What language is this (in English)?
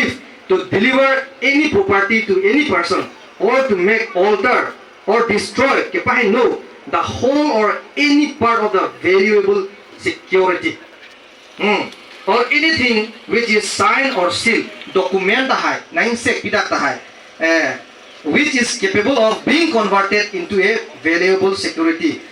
Karbi